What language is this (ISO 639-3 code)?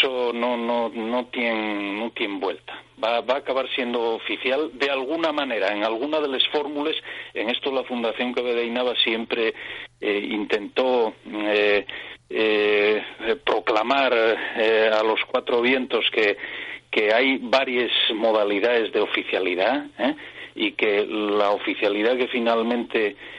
ast